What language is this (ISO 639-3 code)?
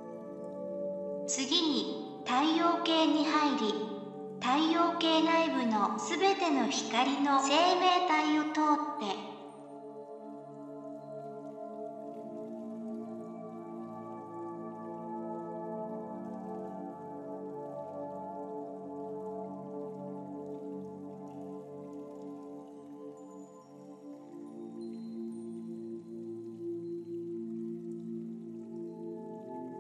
jpn